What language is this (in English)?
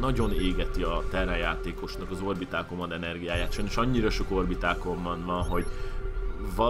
Hungarian